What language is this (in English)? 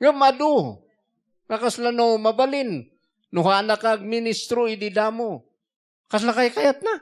Iloko